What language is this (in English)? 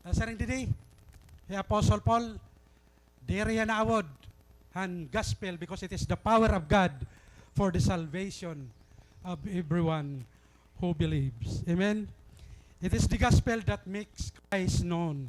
Waray